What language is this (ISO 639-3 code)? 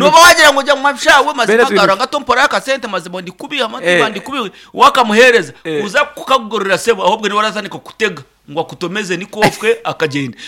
nyn